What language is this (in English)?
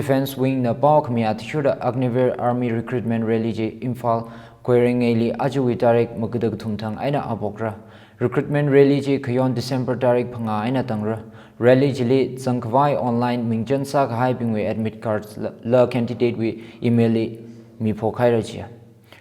Tangkhul Naga (India)